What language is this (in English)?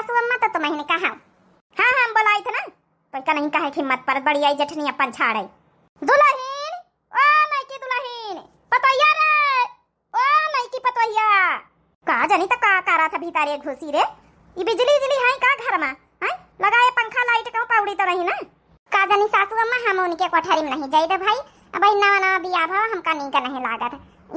Awadhi